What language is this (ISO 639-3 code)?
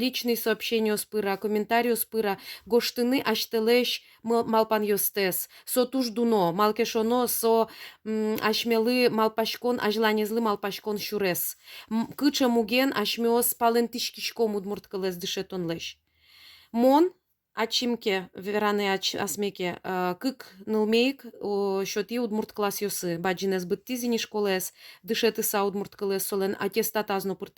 udm